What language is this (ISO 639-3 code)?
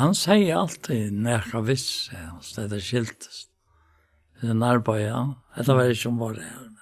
fao